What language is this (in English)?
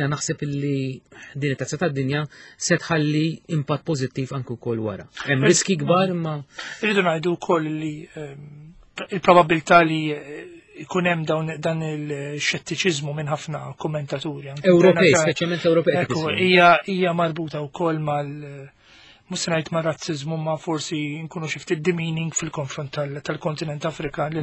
Maltese